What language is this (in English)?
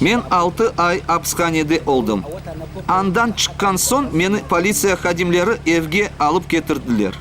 Crimean Tatar